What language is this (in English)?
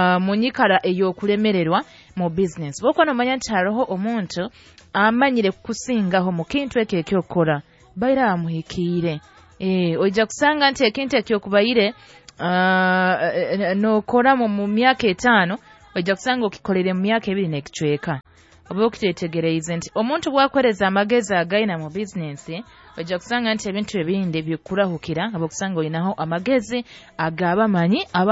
Nyoro